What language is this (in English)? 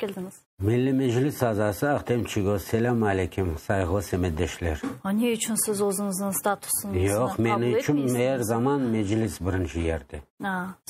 Crimean Tatar